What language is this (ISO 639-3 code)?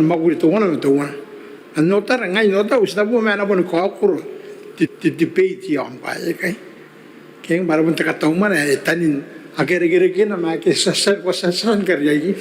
gil